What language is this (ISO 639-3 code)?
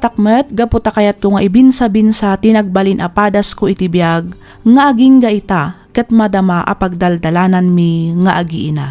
ilo